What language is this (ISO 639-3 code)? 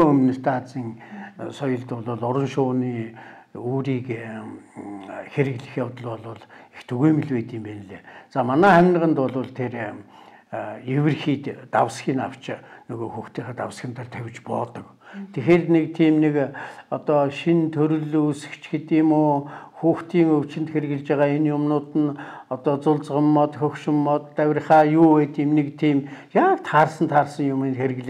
mon